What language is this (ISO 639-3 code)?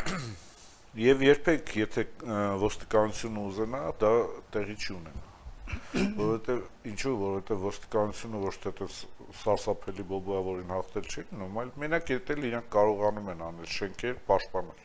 hye